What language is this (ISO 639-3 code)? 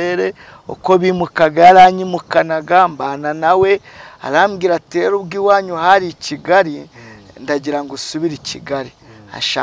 kin